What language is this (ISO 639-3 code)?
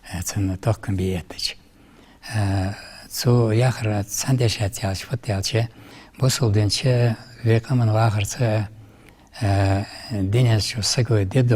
inh